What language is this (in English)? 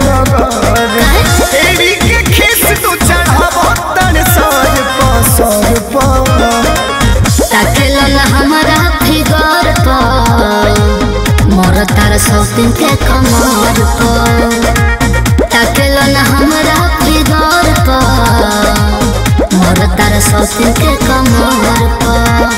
Bhojpuri